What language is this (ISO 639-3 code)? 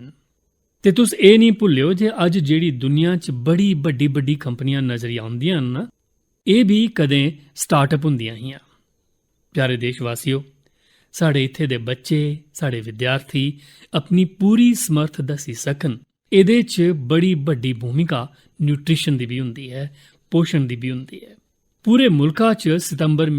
doi